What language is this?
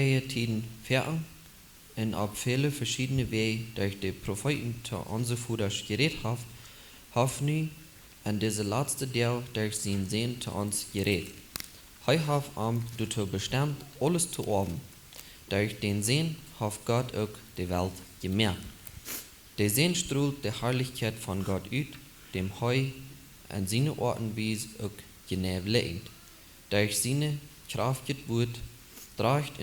Plautdietsch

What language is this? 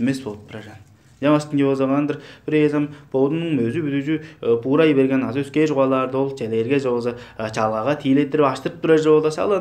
Tuvinian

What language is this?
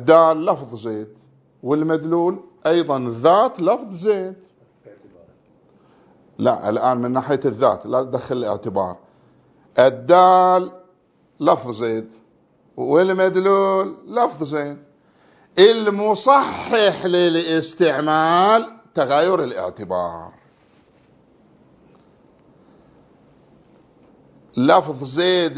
Arabic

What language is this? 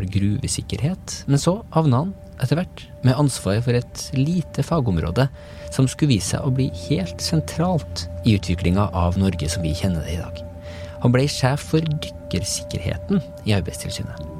Norwegian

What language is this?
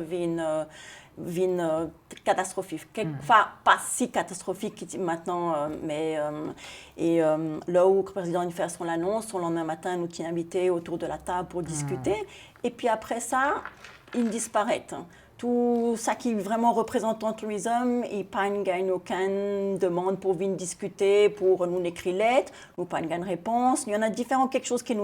Seselwa Creole French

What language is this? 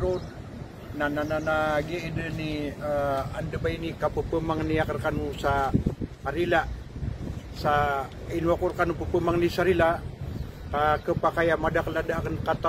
Maranao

